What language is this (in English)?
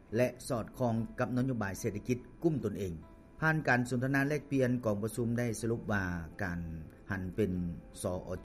Lao